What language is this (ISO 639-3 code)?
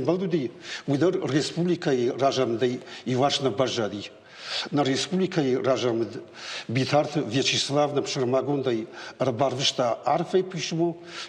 oss